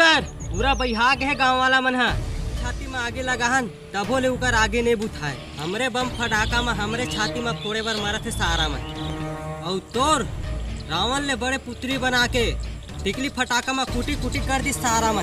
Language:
Chhattisgarhi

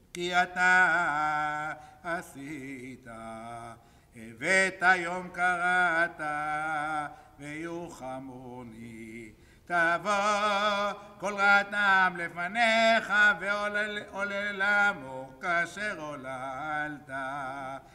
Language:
Hebrew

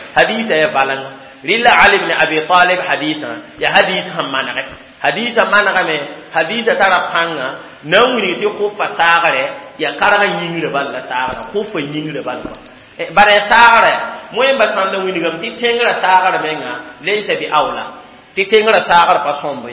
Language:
Mossi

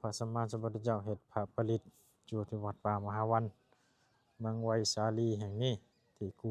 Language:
Lao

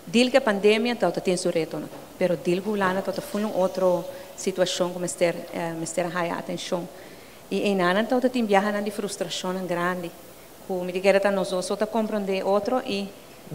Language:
Papiamento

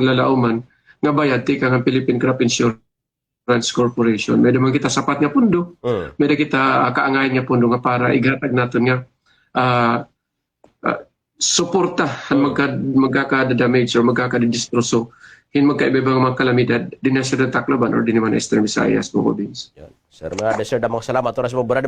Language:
Waray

